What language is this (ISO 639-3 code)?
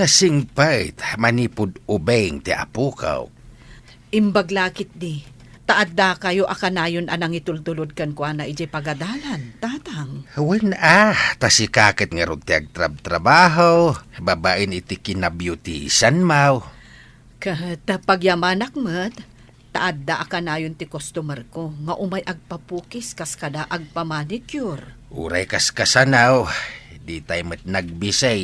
ilo